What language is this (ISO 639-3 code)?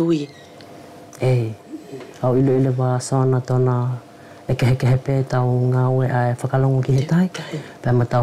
wls